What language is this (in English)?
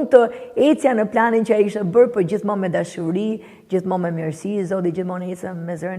Albanian